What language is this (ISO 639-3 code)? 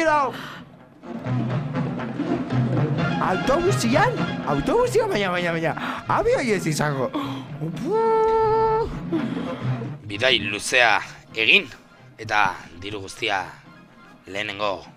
eus